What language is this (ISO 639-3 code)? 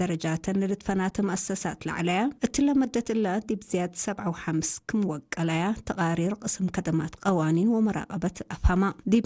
tig